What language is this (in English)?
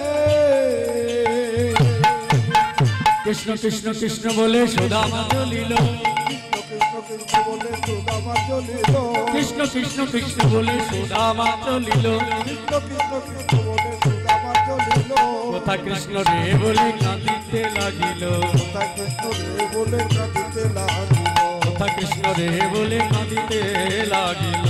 Bangla